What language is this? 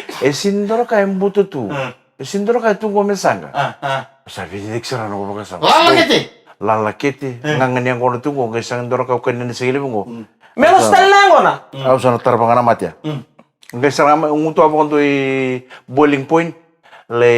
Fijian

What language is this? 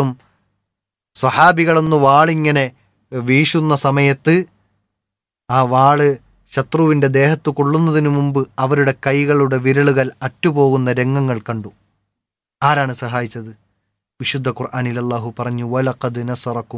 Malayalam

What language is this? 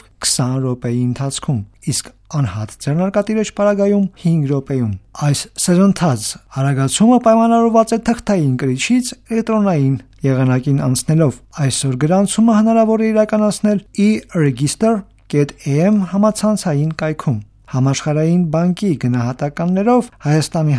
Armenian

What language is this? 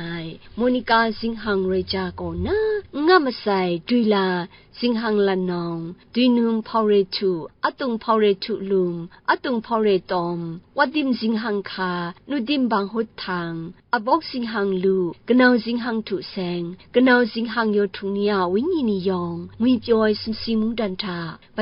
Kachin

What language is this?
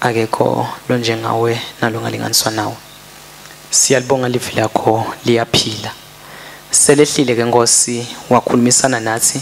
Swati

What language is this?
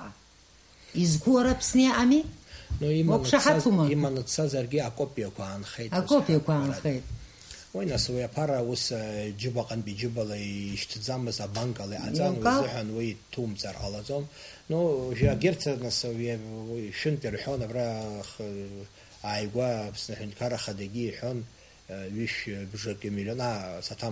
Abkhazian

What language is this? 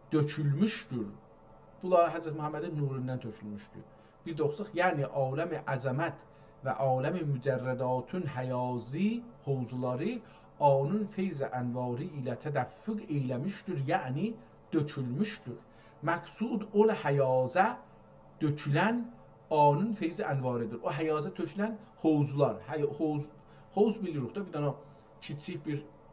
South Azerbaijani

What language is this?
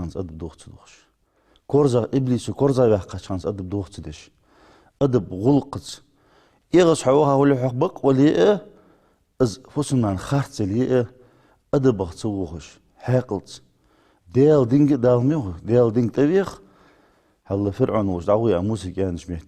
Ingush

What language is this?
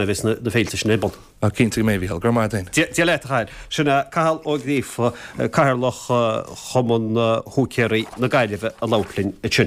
Irish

